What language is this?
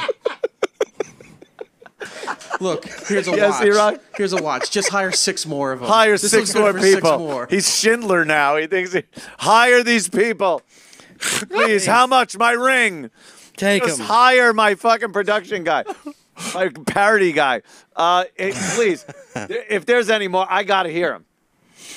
English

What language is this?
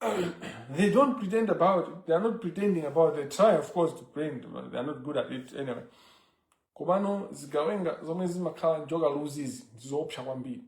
Nyanja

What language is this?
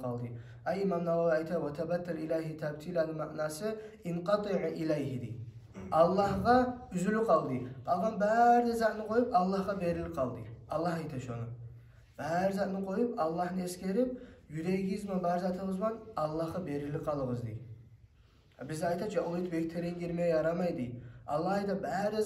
Kumyk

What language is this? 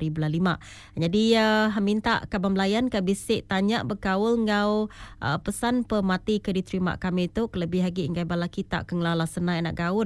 Iban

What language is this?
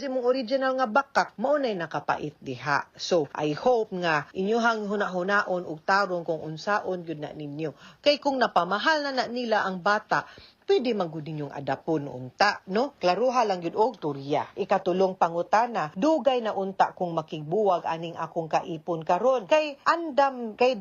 Cebuano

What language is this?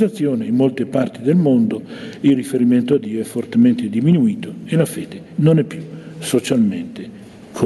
Italian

